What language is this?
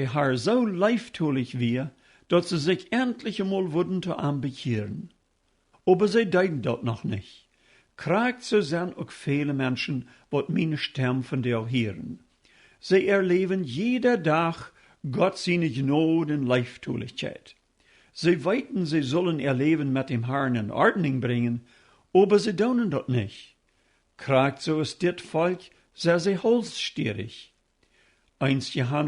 Plautdietsch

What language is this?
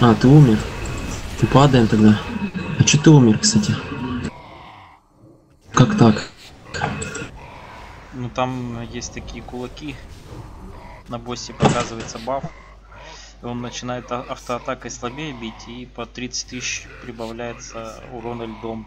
Russian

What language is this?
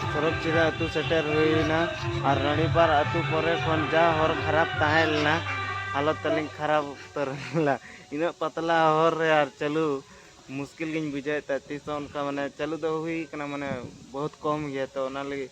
Santali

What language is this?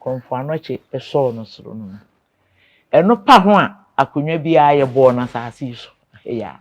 Akan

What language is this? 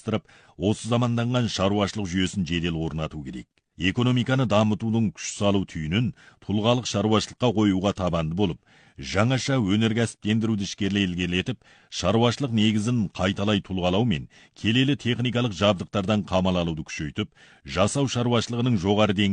Kazakh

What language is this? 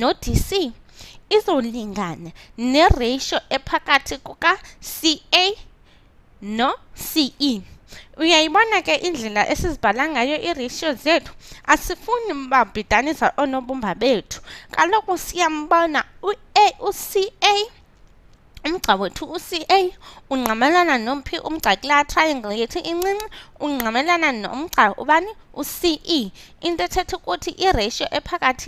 Xhosa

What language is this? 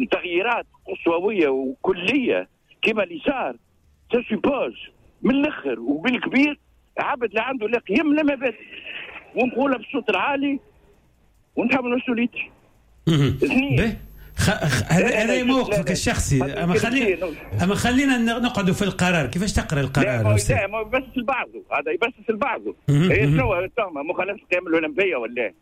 Tunisian Arabic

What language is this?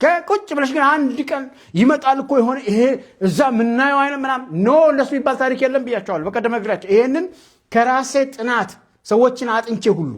Amharic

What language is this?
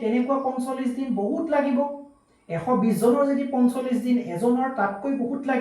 Assamese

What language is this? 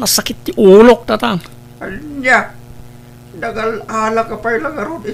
Iloko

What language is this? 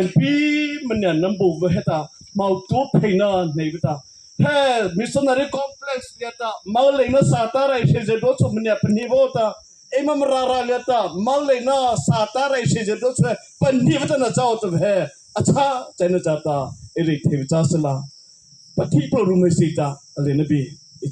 Mara Chin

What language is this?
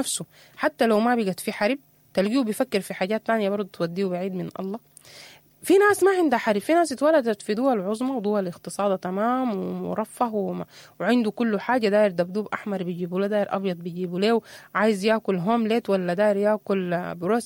Sudanese Arabic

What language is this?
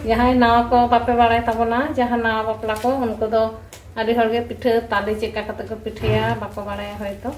Santali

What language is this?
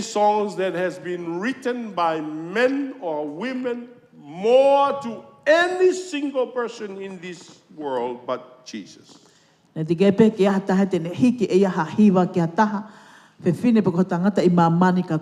Tongan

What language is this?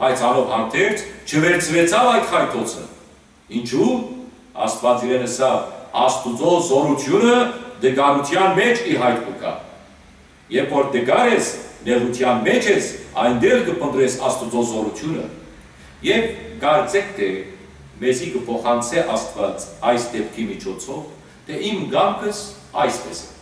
Western Armenian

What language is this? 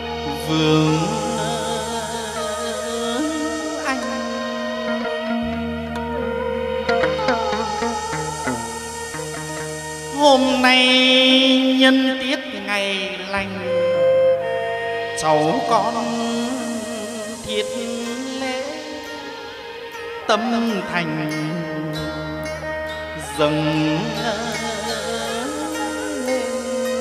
Vietnamese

